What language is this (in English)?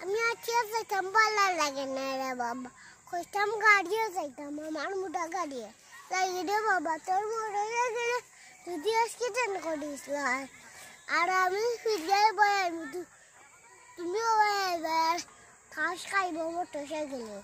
Assamese